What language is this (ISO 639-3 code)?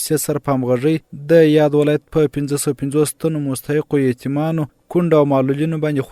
pus